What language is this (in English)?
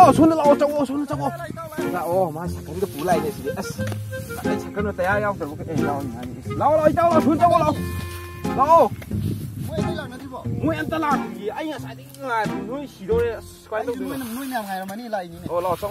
Manipuri